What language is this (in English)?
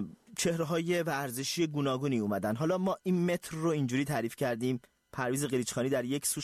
Persian